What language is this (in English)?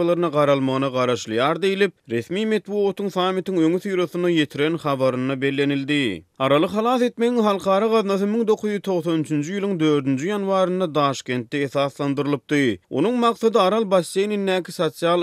Turkmen